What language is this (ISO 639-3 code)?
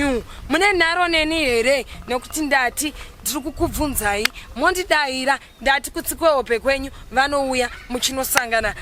sna